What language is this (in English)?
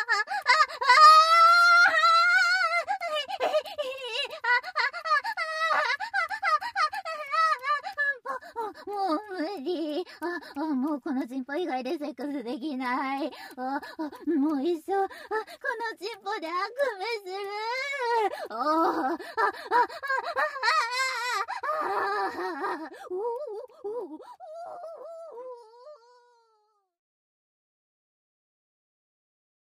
Japanese